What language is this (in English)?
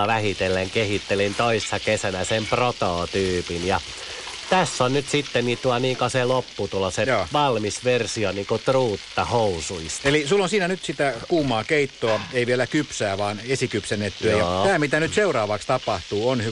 Finnish